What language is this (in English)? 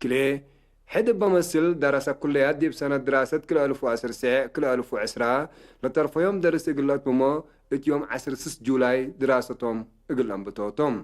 Tigre